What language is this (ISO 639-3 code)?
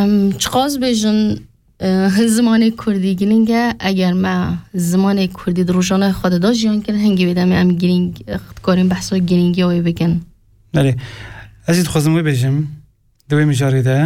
kur